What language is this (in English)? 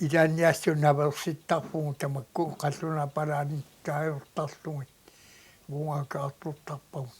Kalaallisut